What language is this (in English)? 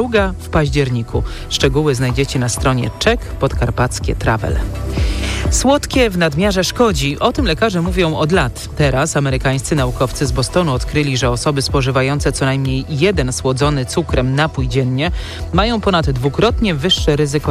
Polish